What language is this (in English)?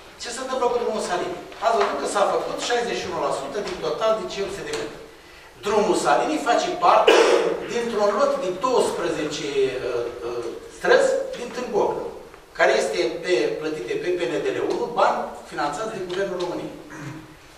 Romanian